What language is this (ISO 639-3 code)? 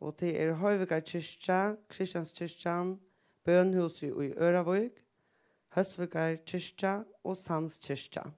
fao